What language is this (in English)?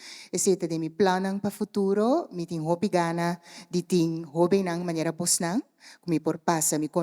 Papiamento